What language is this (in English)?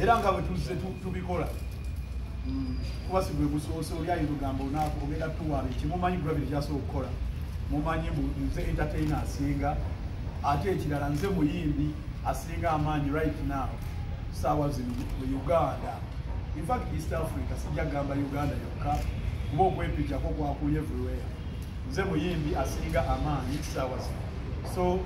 Ganda